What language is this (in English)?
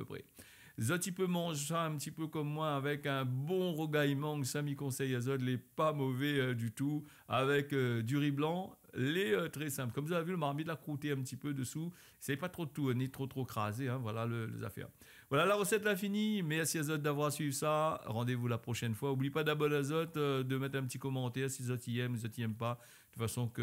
Réunion Creole French